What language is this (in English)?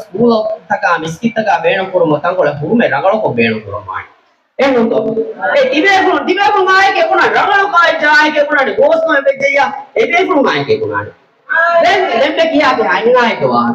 Divehi